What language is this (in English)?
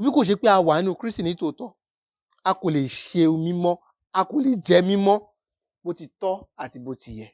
Yoruba